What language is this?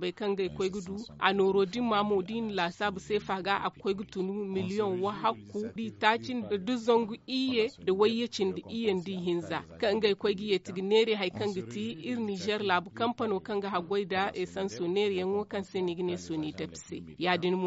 Zarma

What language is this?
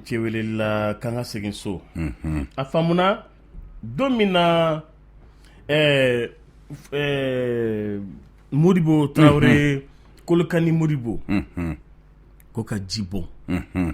Bambara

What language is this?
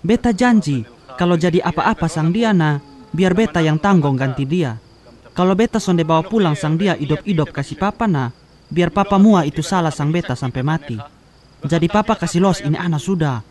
Kupang Malay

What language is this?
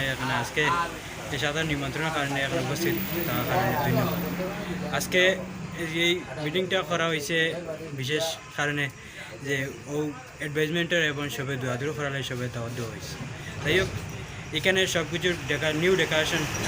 Sylheti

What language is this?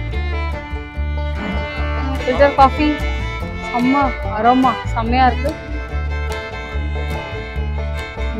Tamil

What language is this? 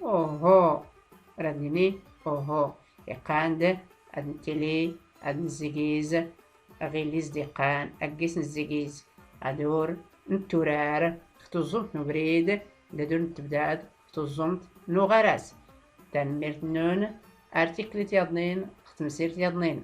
Tachelhit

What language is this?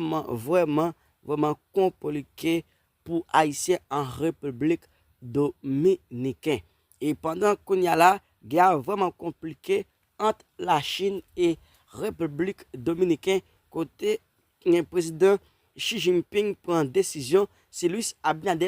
Haitian Creole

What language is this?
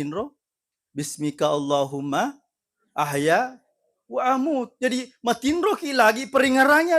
Buginese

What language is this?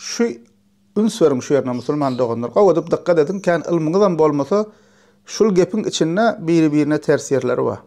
Turkmen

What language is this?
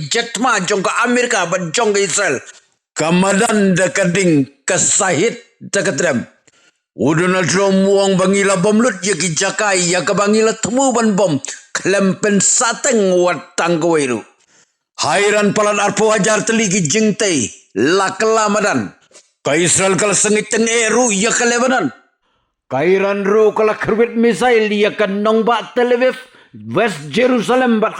Khasi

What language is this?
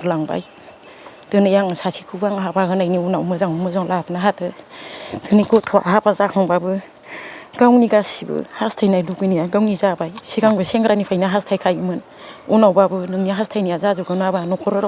Bodo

